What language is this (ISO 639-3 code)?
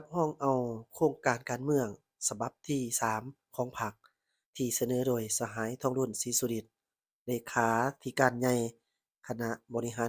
lao